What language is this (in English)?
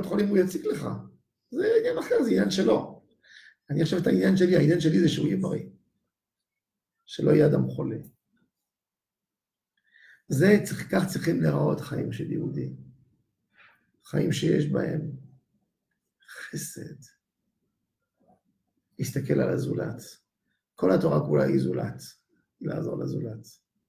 Hebrew